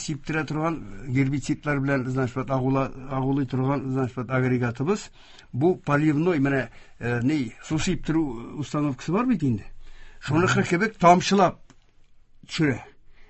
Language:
Tatar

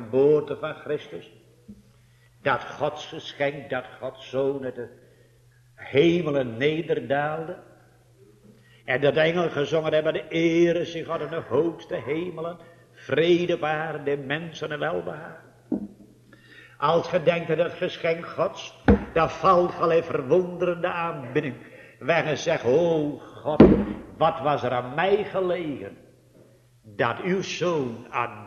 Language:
Dutch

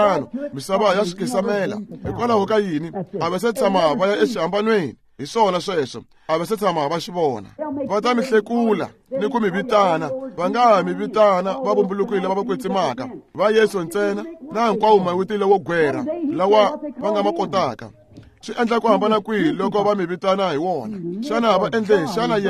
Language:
Tsonga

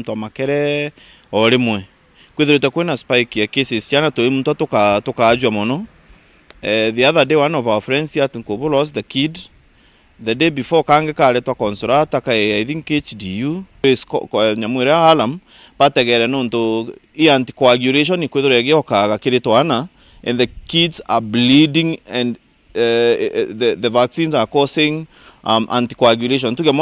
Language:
Meru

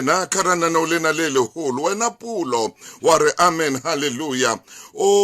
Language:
Southern Sotho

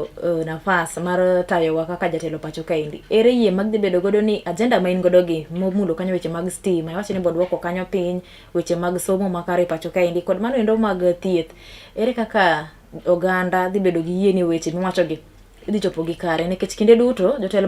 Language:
Luo (Kenya and Tanzania)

